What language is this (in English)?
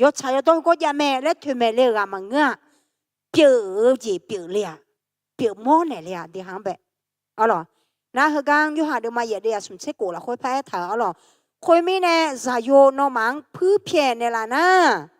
Akha